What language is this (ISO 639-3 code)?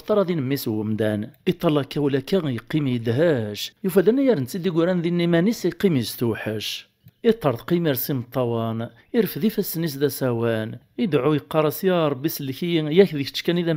kab